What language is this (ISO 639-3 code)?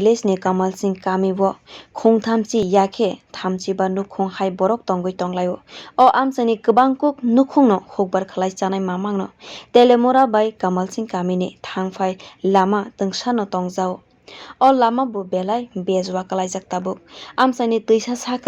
trp